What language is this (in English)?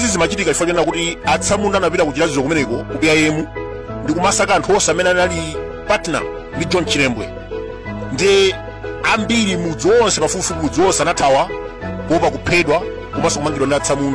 Nyanja